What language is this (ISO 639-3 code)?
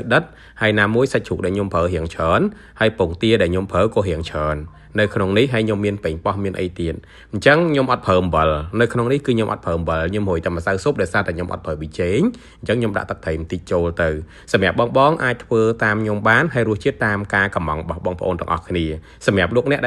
khm